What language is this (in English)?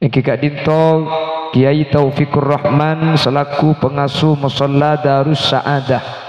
Madurese